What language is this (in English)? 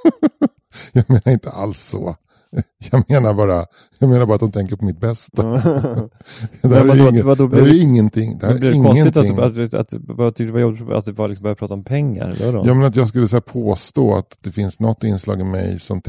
Swedish